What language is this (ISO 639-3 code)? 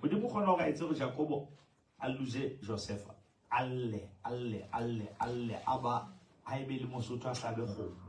sot